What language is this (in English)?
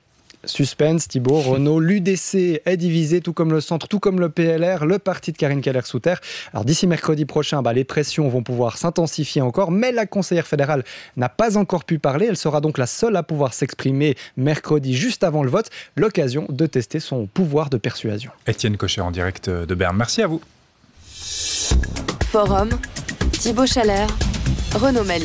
French